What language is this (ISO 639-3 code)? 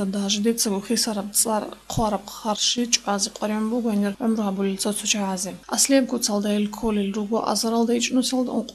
ava